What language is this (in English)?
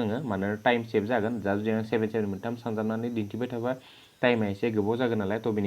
Bodo